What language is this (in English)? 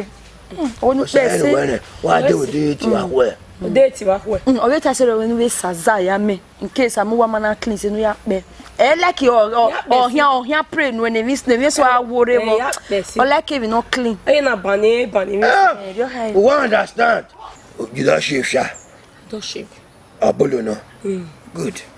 Bini